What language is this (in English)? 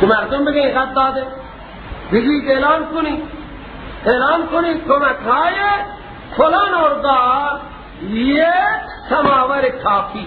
Persian